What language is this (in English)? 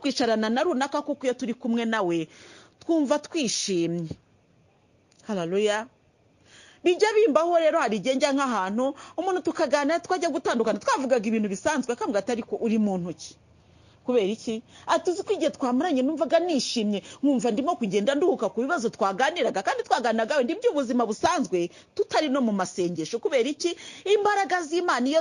Kinyarwanda